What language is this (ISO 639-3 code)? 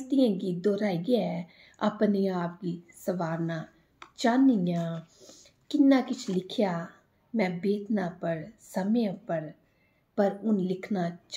doi